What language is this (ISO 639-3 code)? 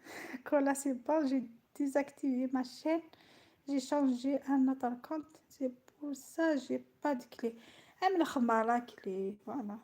arq